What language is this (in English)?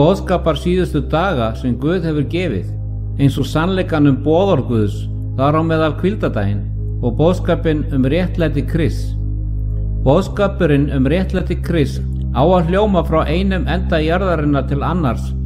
Icelandic